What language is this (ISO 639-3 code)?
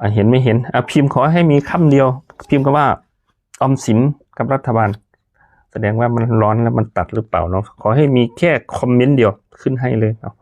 tts